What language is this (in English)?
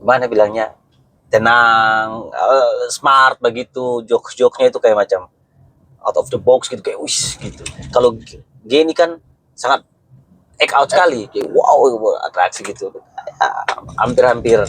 Ambonese Malay